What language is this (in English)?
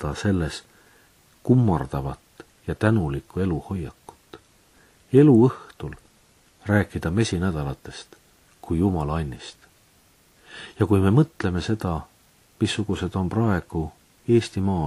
Estonian